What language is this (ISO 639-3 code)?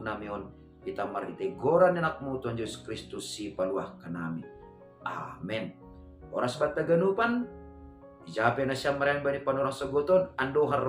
bts